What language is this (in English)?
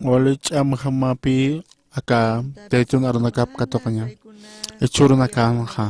Aymara